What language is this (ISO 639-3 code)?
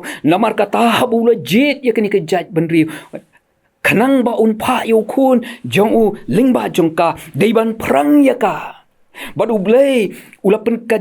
kha